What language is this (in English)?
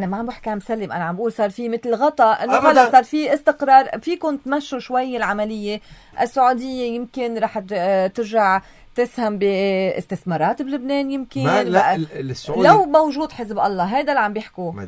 North Levantine Arabic